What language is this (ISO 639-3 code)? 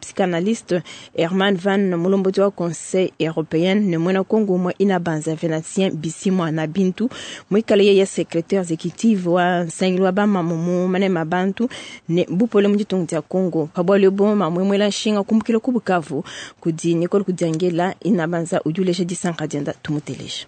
lua